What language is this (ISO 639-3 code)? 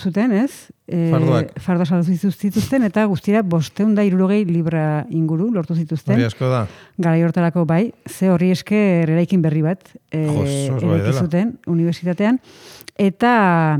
eus